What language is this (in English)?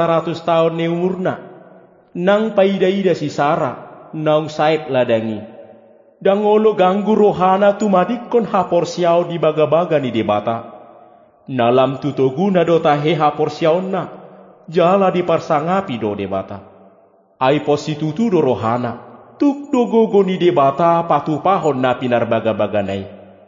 Batak Toba